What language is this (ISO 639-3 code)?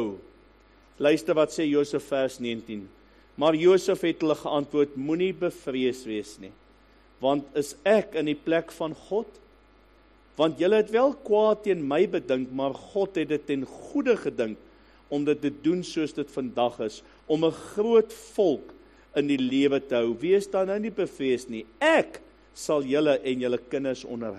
afr